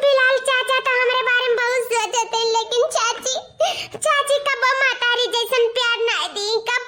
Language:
Awadhi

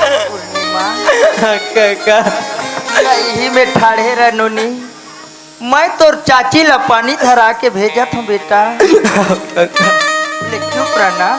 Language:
Chhattisgarhi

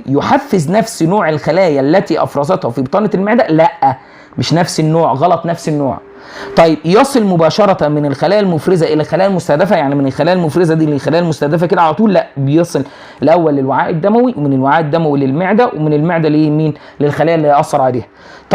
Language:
Egyptian Arabic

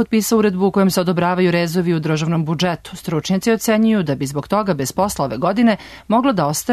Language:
Serbian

